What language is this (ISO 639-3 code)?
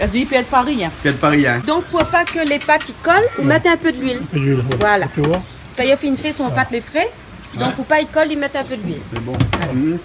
rcf